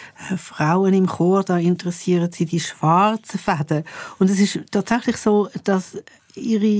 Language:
Swiss German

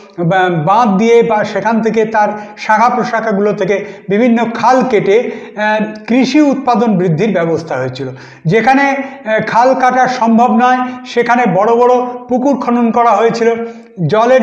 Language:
Bangla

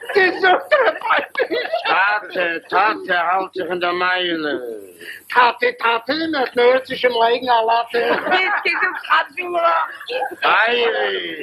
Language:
Yiddish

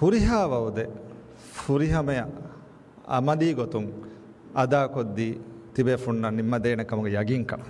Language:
Divehi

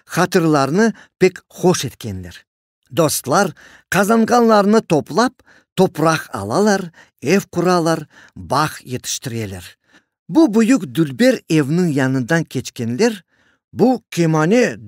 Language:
Crimean Tatar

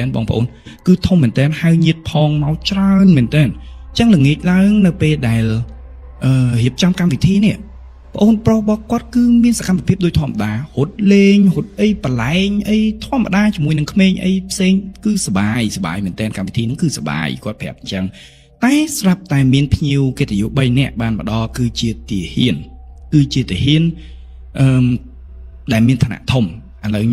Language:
Khmer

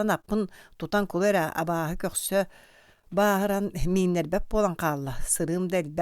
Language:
Yakut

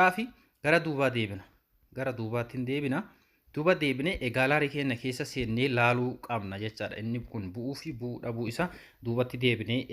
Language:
Oromo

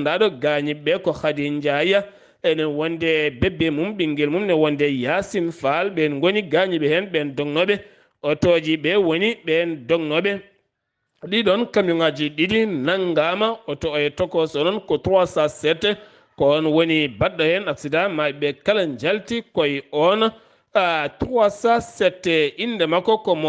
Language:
Fula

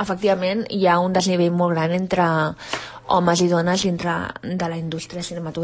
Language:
Catalan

